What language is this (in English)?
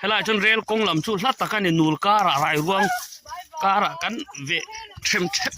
Mizo